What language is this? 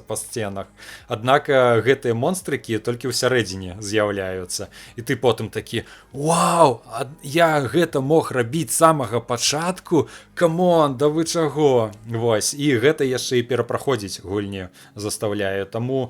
Belarusian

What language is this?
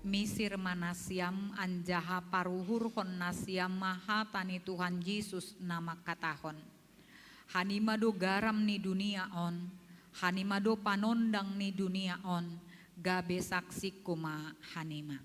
Batak Simalungun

